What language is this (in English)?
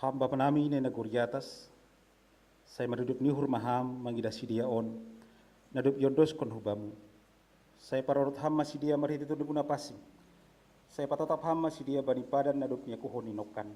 Batak Simalungun